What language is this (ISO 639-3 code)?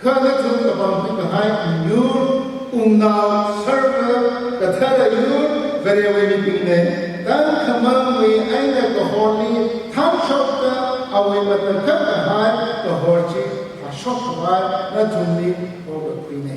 nmf